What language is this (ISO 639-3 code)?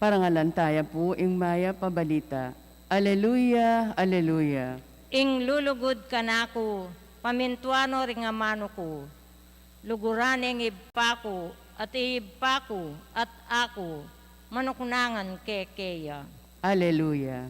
pam